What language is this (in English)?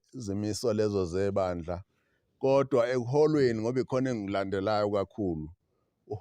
Zulu